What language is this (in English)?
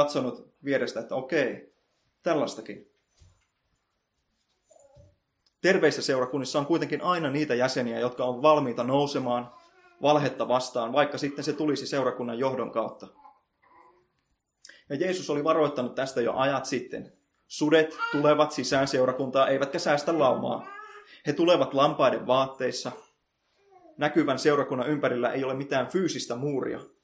Finnish